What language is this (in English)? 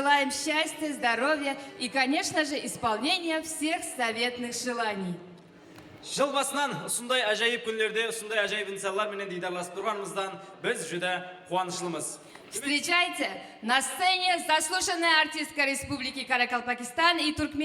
Kara-Kalpak